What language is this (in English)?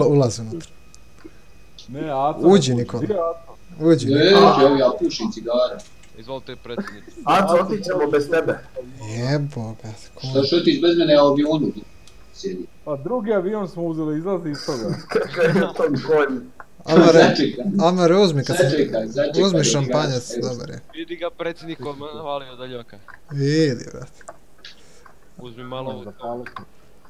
Bosnian